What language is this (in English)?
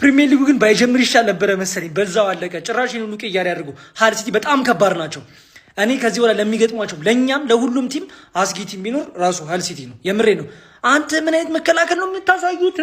Amharic